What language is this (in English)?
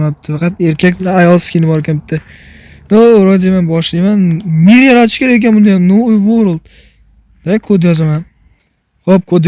Uzbek